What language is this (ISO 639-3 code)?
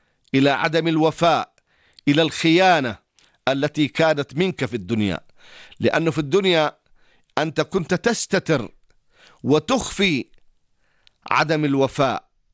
ara